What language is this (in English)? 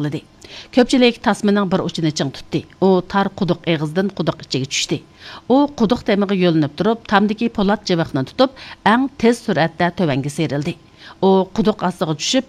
Uyghur